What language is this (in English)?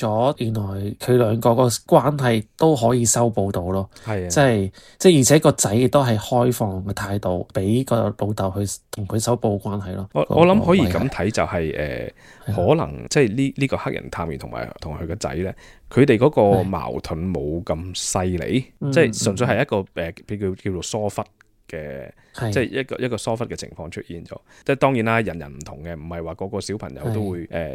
Cantonese